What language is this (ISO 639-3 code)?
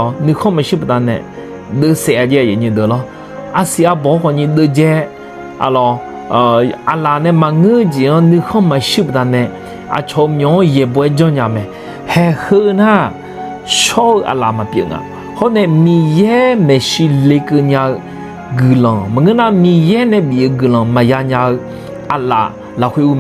ahk